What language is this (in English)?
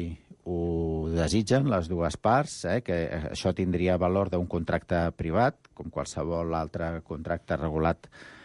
Catalan